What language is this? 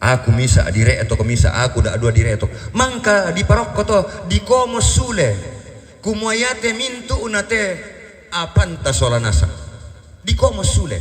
Toraja-Sa'dan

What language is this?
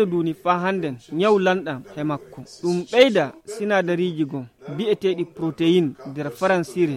Nigerian Fulfulde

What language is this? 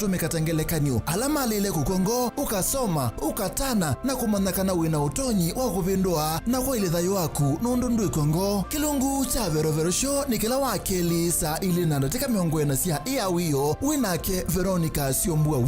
Kamba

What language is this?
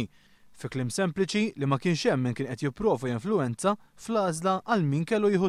Maltese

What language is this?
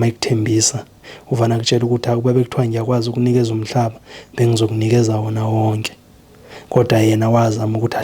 Zulu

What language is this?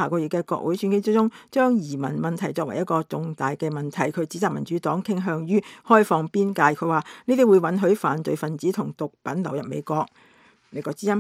Cantonese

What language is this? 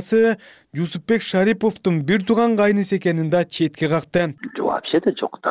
Kyrgyz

